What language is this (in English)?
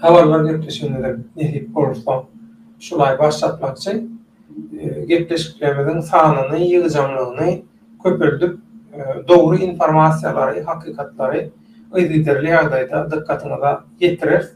Turkmen